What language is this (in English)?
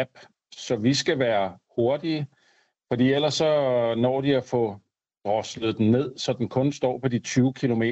Danish